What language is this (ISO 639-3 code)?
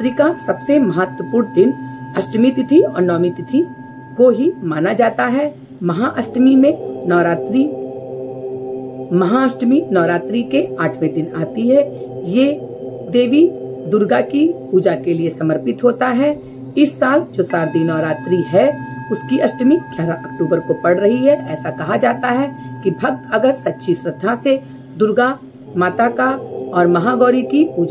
hin